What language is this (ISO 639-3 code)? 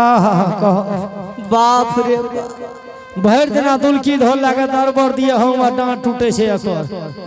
mai